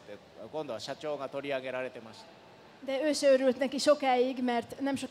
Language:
Hungarian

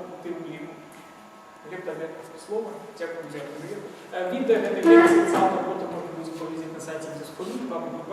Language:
Belarusian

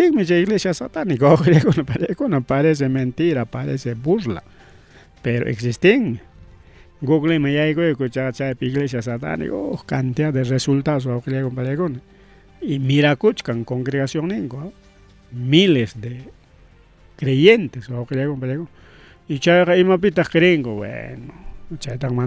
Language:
Ayacucho Quechua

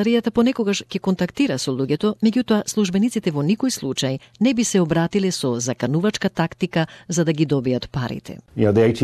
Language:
Macedonian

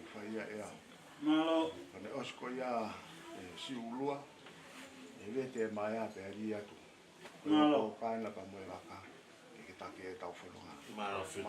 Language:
Tongan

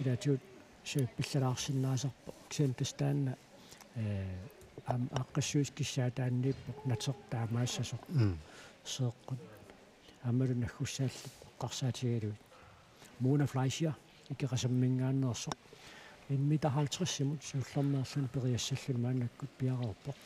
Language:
Kalaallisut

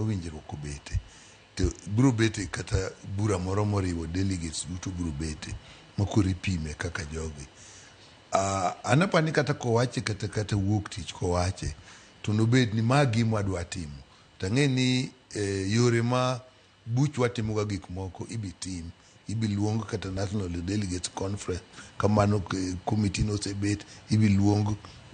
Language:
Luo (Kenya and Tanzania)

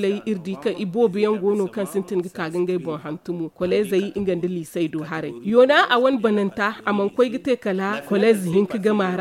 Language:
Zarma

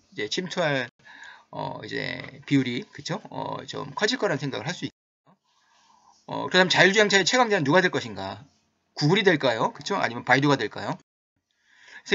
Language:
Korean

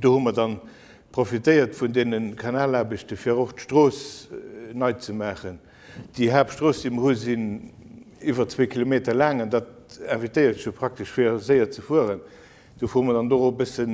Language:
Luxembourgish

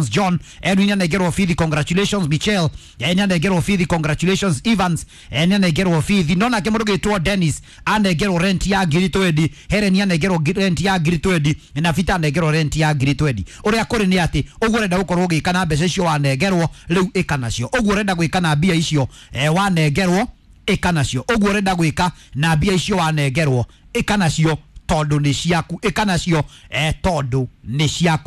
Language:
Kikuyu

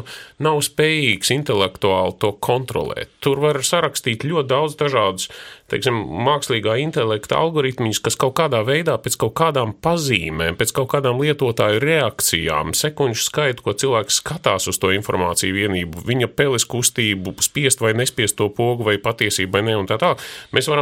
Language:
Latvian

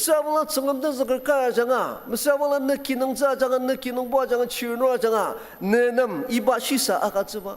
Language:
Ao Naga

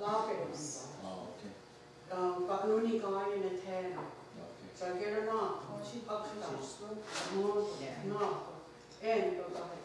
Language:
Mohawk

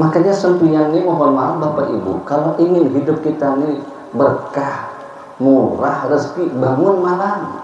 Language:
Banjar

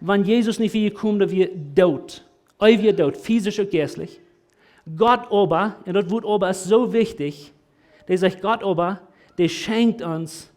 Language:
Plautdietsch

